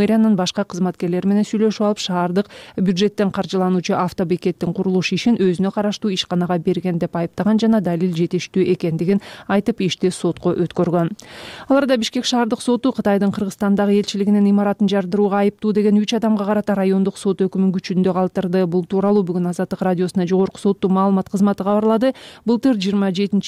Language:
Kyrgyz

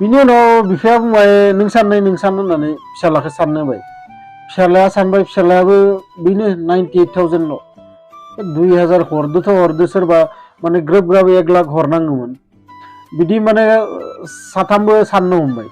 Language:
Bodo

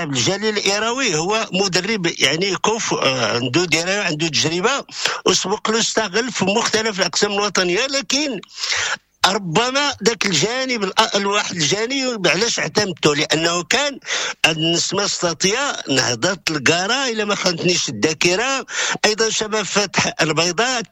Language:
Moroccan Arabic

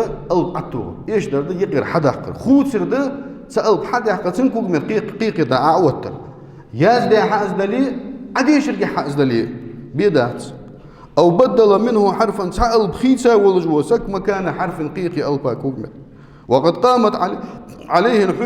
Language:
Ingush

